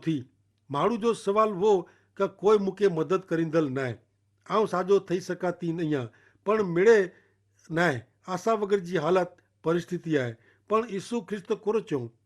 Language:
Kachhi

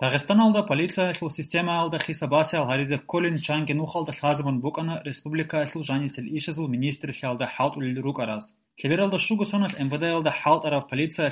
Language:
Avaric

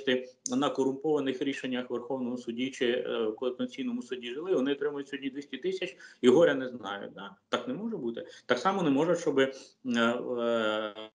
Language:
Ukrainian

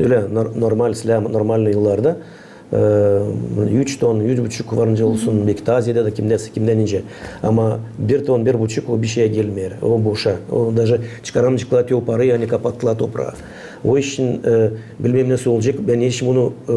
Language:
Gagauz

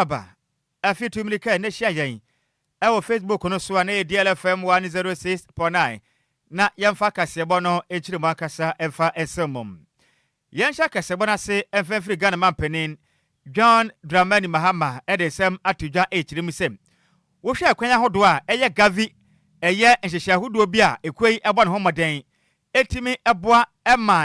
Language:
Akan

